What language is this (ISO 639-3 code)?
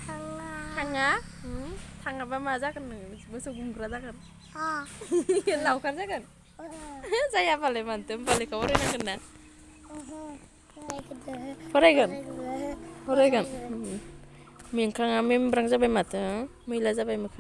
brx